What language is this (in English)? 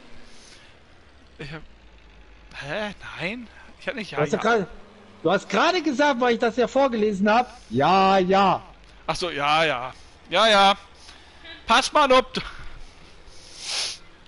German